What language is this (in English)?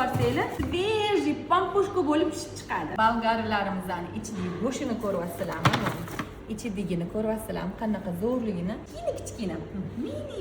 Uzbek